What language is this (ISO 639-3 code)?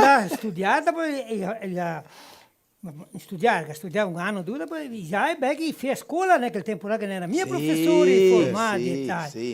vec